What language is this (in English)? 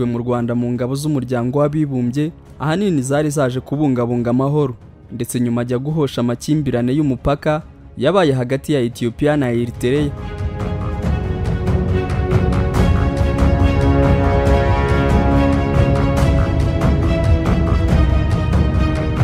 Kinyarwanda